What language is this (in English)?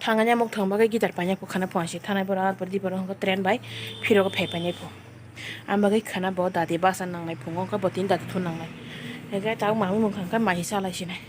Kok Borok